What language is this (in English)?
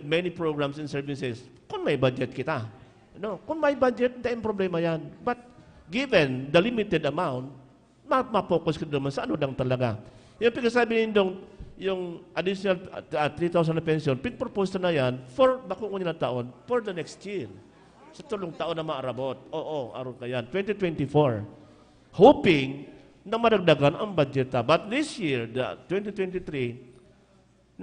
Bikol